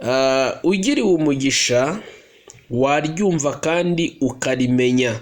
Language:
Kinyarwanda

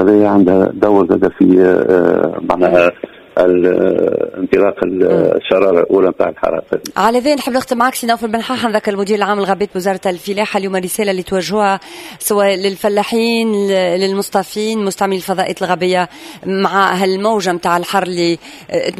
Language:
Tunisian Arabic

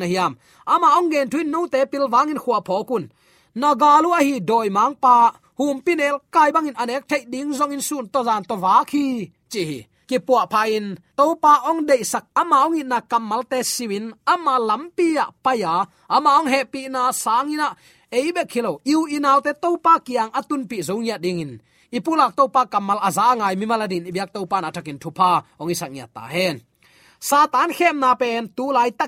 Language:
Tedim Chin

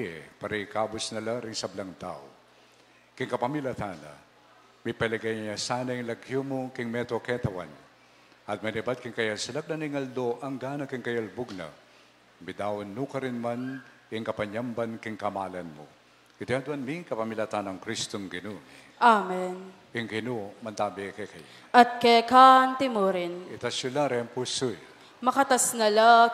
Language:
Pampanga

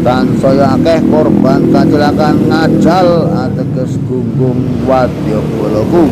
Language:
Javanese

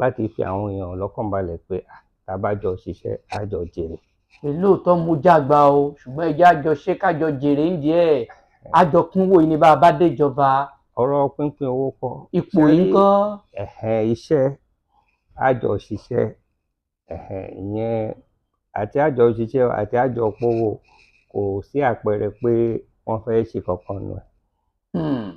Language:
Yoruba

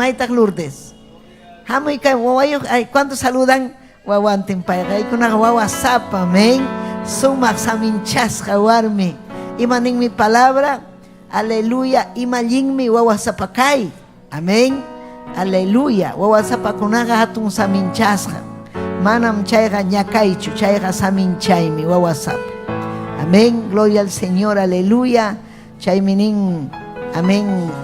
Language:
Ayacucho Quechua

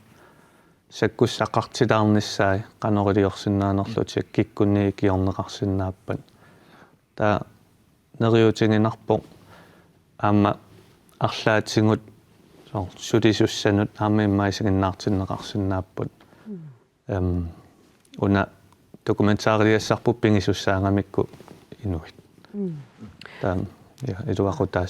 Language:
Kalaallisut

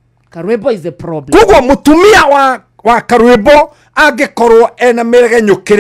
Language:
Kikuyu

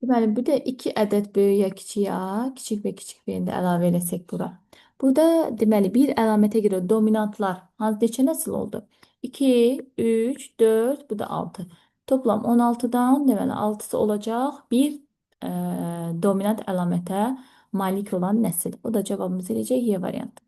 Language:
Azerbaijani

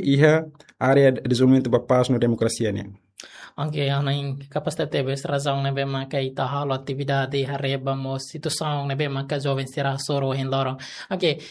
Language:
Tetum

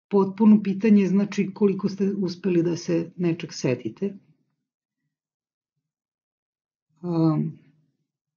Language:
Serbian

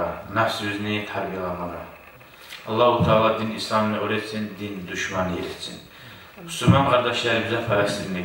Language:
Kumyk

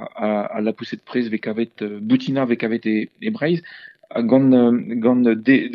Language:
Breton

